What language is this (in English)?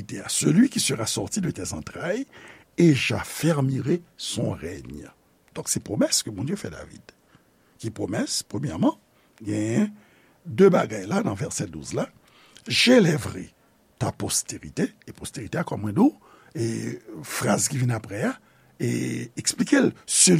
Haitian Creole